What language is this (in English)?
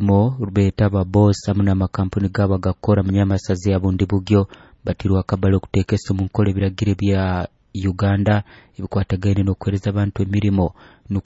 Nyoro